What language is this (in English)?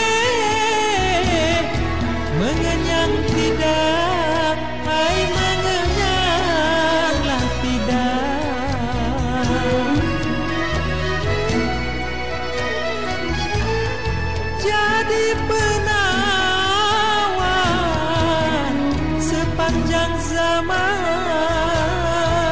Malay